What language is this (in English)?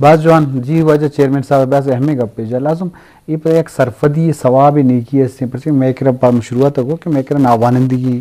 Eastern Balochi